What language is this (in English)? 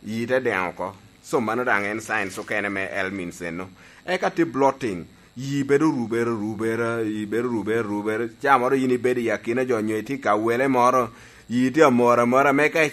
Lango (Uganda)